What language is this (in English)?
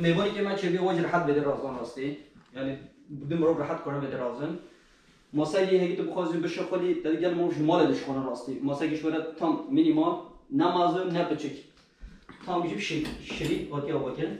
Kurdish